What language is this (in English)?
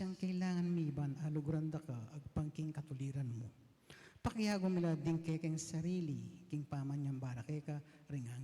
Pampanga